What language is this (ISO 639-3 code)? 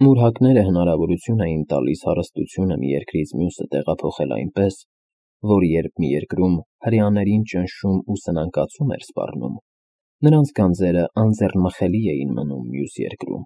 hye